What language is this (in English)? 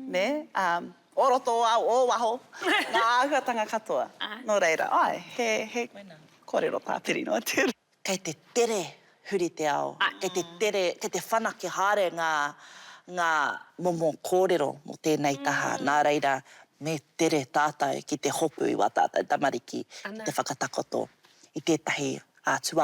Māori